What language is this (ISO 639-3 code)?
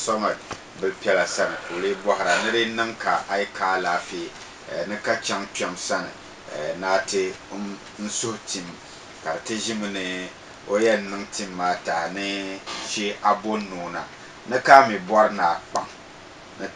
dag